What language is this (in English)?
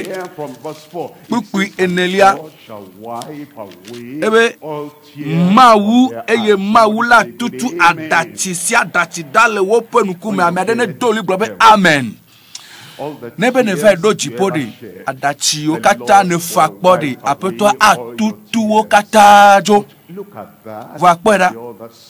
Ewe